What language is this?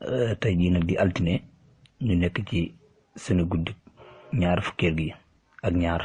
Wolof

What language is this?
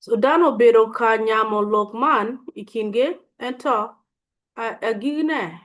Acoli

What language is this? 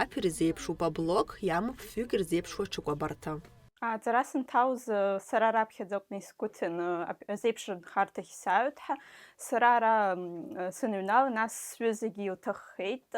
Abkhazian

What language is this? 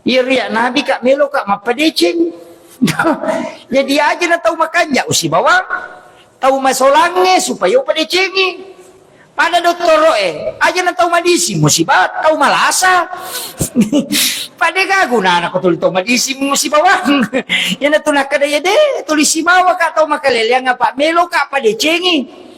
Buginese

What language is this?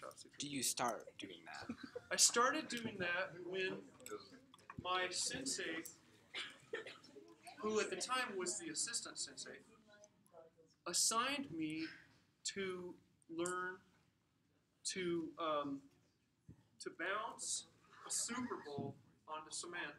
English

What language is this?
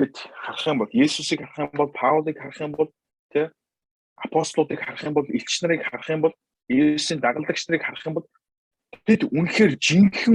Mongolian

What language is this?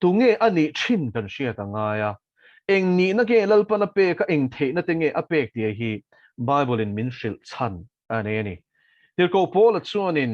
Mizo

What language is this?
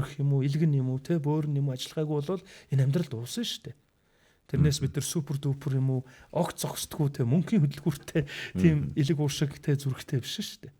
Mongolian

